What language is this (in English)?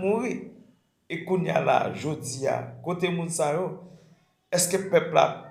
Haitian Creole